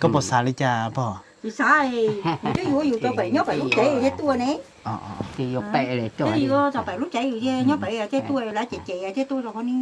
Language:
Hmong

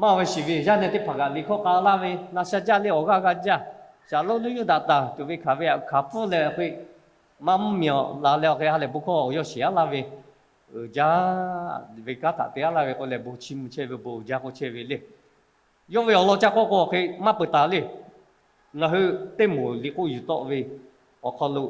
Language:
Lahu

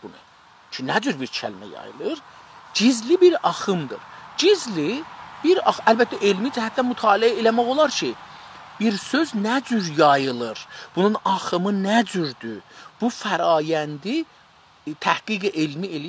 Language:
South Azerbaijani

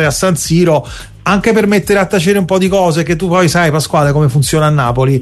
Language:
Italian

